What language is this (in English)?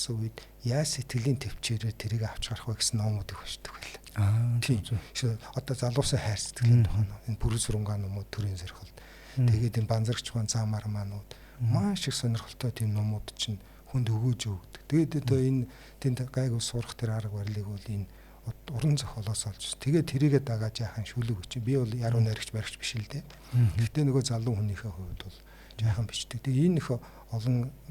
Mongolian